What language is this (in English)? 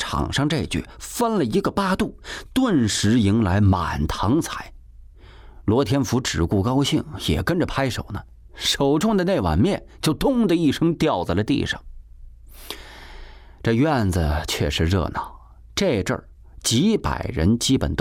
Chinese